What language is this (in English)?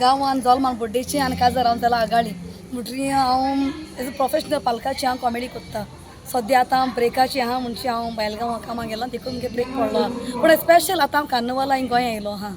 Konkani